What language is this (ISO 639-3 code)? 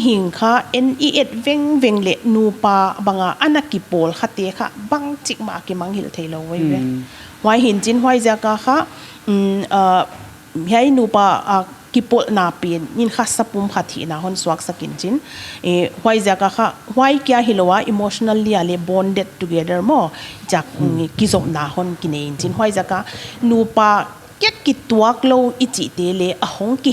pck